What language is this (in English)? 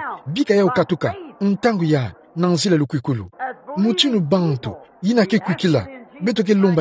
Kituba (Democratic Republic of Congo)